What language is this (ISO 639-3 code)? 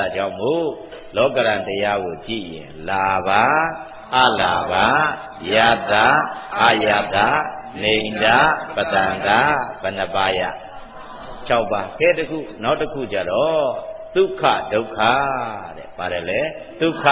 mya